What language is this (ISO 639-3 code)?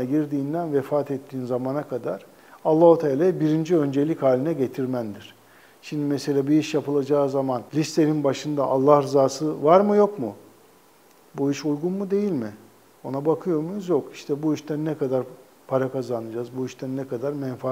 tur